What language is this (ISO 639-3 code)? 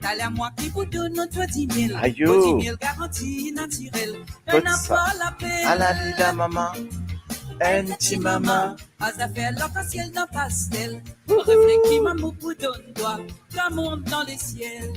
mfe